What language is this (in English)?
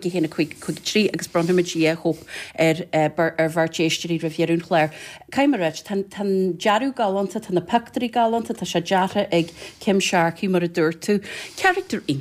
Irish